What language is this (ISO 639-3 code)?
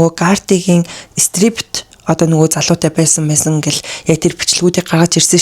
mon